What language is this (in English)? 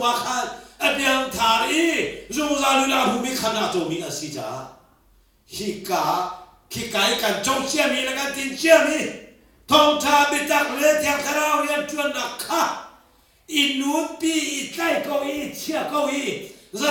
Hakha Chin